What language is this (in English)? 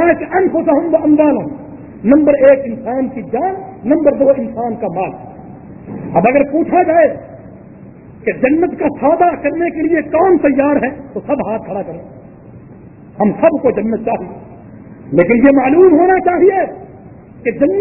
Urdu